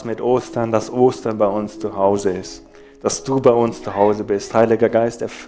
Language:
Swiss German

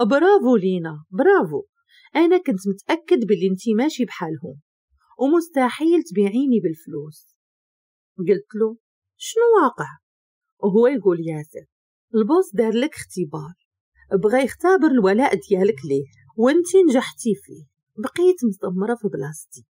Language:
Moroccan Arabic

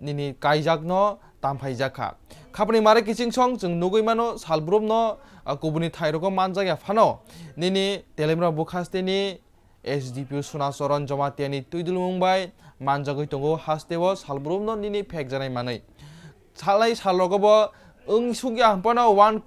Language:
Kok Borok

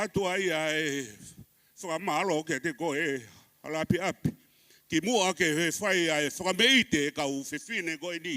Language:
Tongan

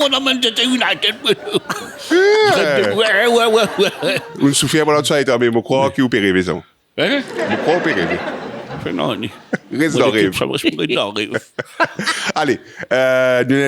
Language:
Morisyen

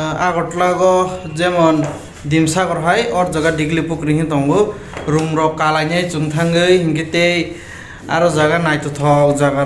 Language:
Kok Borok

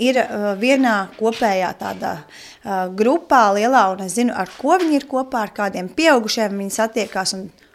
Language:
Latvian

